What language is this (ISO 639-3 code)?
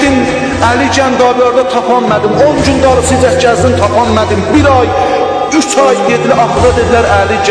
azb